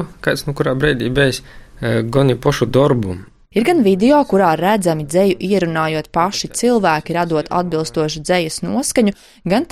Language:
Latvian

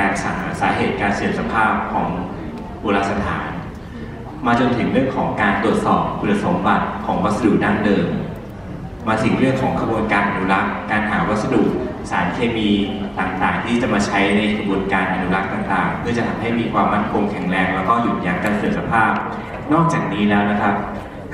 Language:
Thai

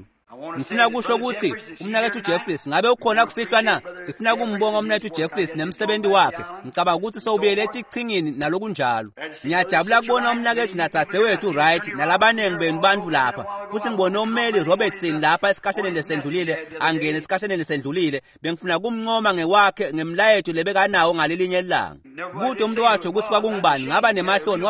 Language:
Swati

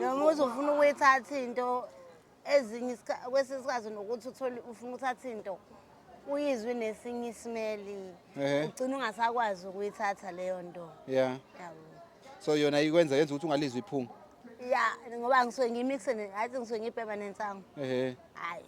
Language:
Zulu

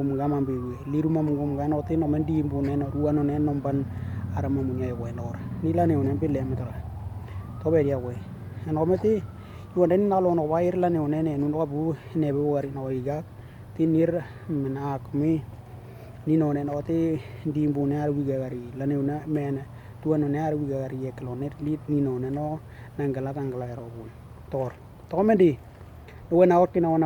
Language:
Western Dani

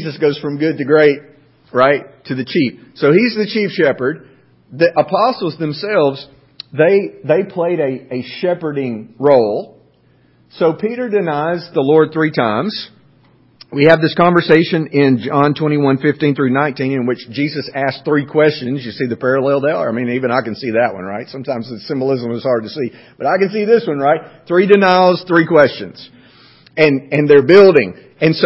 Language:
English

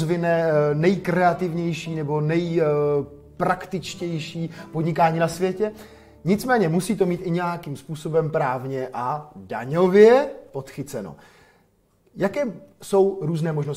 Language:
Czech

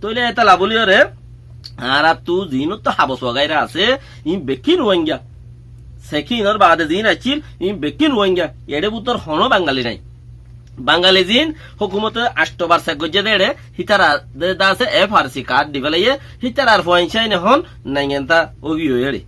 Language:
Rohingya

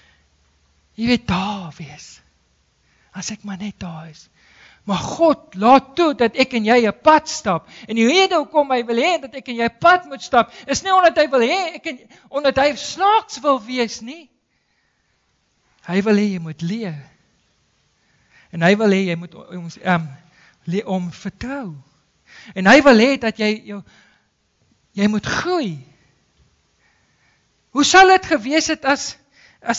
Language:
Afrikaans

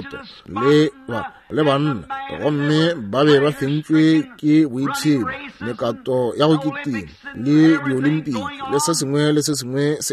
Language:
Northern Sotho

